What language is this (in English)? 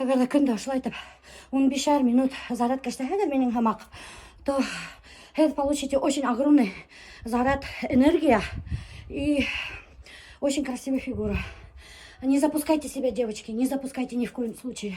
Bashkir